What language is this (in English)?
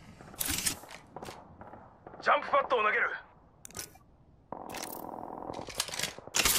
Japanese